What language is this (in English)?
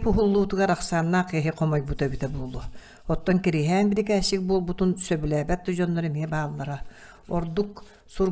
Yakut